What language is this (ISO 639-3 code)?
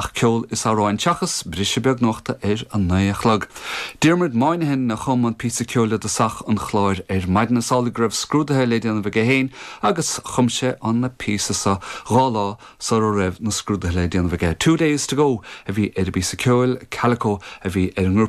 gle